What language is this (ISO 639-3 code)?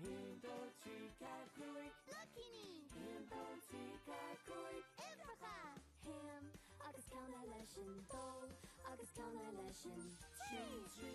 gle